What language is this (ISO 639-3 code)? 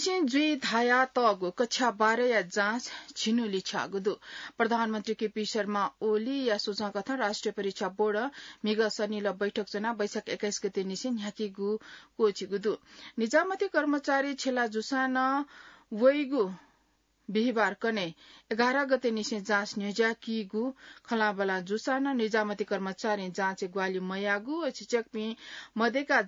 new